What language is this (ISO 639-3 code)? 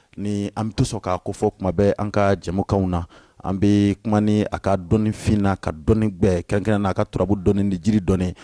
bam